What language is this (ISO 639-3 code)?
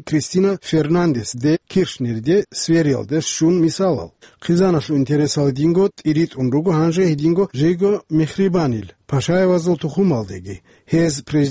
ava